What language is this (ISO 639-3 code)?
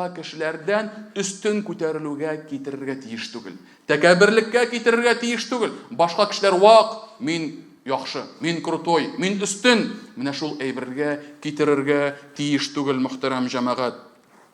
tat